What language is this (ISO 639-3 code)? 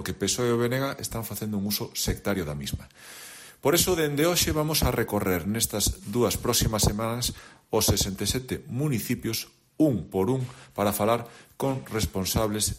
glg